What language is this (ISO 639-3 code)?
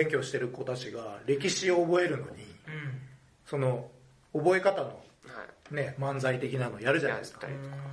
jpn